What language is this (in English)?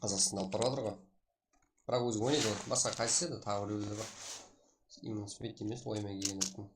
Kara-Kalpak